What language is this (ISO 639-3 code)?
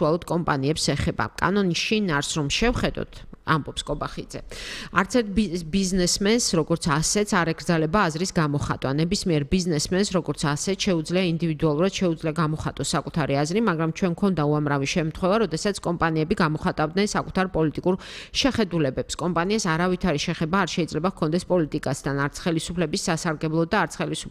kat